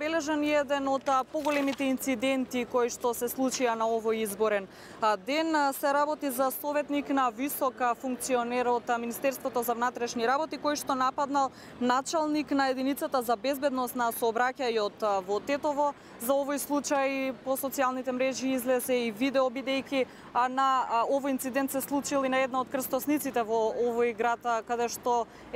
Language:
Macedonian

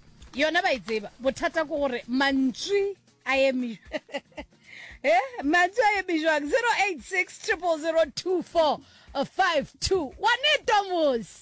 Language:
Northern Sotho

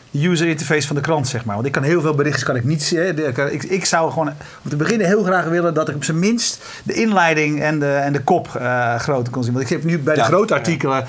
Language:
Dutch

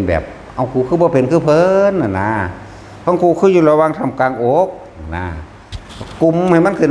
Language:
Northeastern Thai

